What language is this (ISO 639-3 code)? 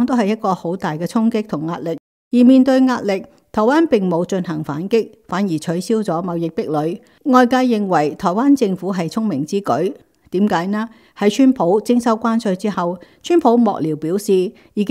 yue